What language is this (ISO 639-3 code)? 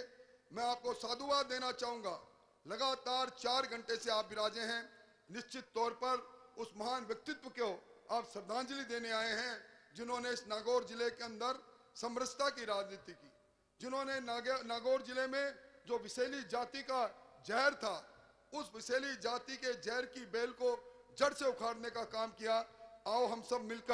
hin